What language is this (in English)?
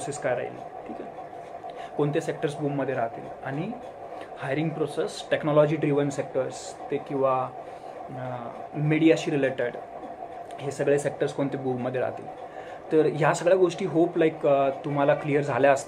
Marathi